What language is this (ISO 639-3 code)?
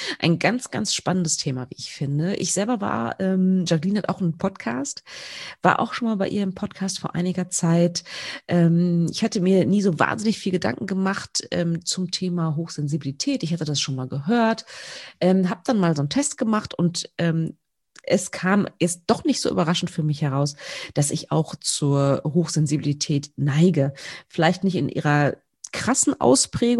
deu